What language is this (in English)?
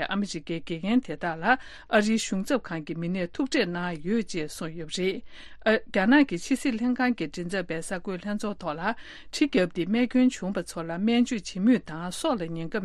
Tibetan